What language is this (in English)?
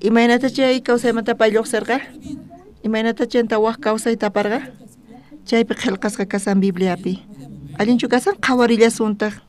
South Bolivian Quechua